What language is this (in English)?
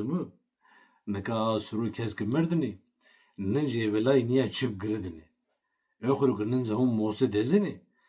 Zaza